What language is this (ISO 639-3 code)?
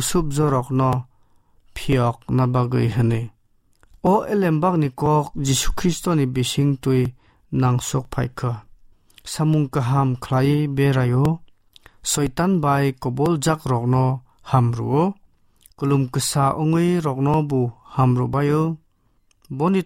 trp